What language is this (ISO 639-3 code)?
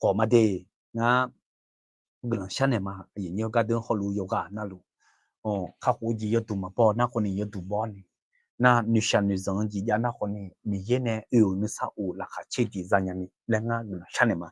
ahk